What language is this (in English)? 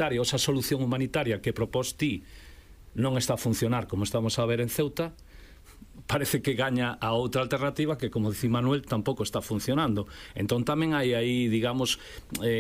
Galician